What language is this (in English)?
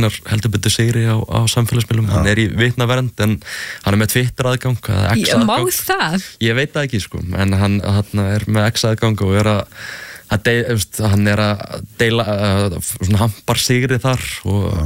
Icelandic